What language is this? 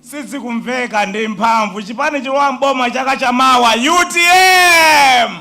Nyanja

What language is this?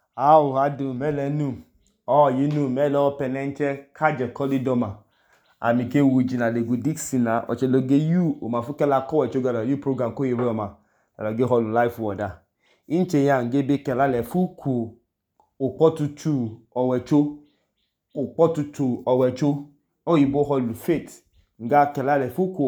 Idoma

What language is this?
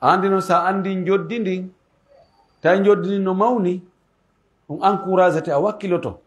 Pular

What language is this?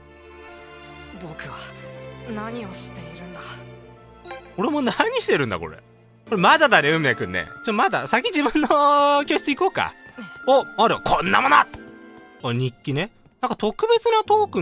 Japanese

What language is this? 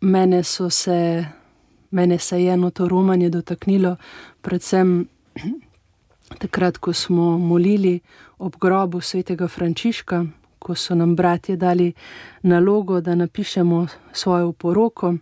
Slovenian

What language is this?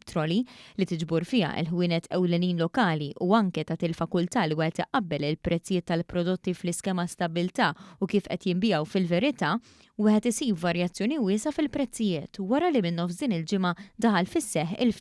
Maltese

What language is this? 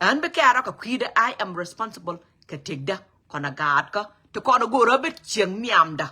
Nuer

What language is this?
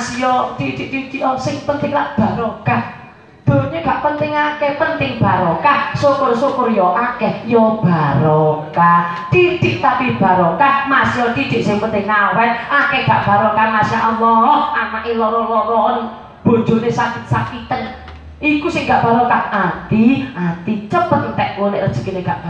Javanese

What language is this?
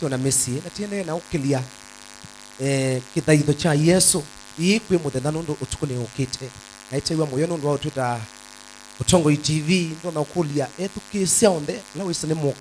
Kamba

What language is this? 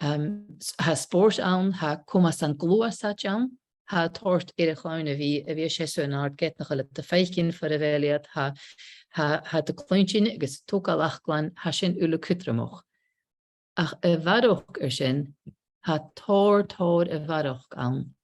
Scottish Gaelic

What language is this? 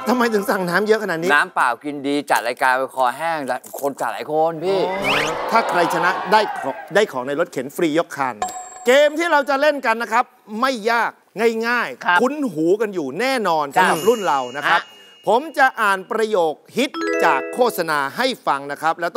Thai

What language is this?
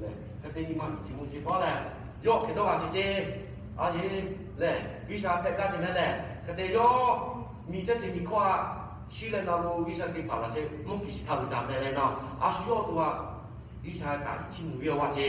Lahu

